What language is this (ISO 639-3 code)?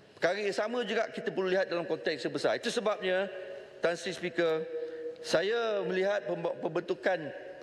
msa